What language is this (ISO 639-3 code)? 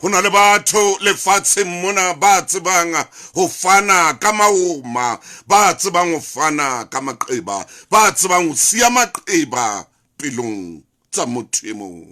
sot